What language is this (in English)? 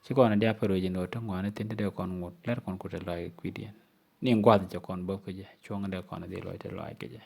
Nuer